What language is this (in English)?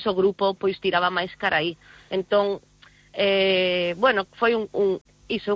Galician